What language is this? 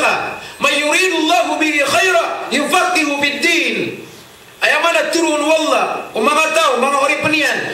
Maranao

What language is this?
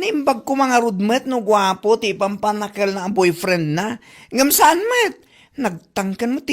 Iloko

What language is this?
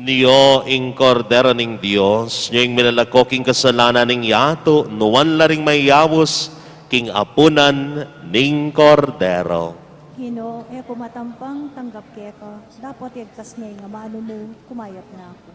Pampanga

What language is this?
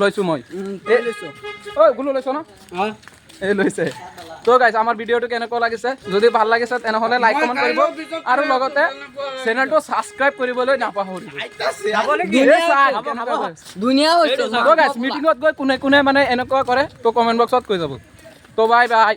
Assamese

